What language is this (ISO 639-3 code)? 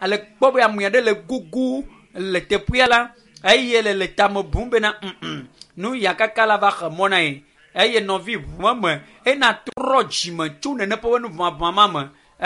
ewe